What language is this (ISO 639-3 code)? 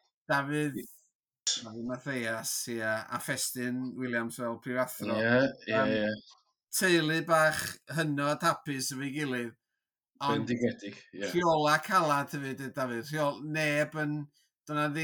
cym